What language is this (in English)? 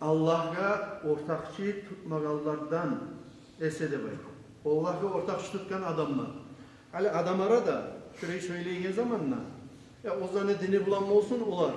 Kumyk